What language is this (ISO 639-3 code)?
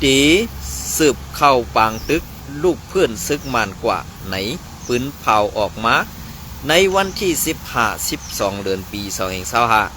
shn